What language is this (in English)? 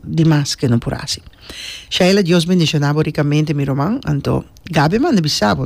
Papiamento